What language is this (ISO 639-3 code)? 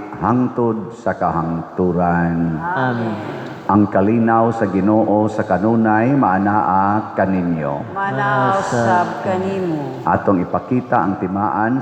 ceb